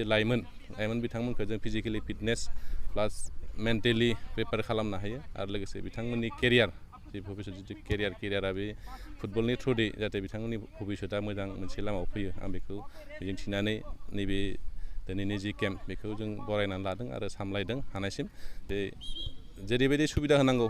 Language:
Bodo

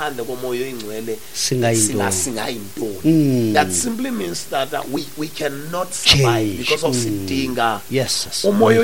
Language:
Xhosa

